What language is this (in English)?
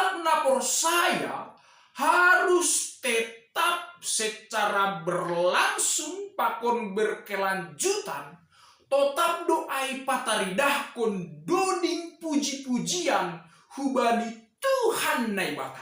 Batak Simalungun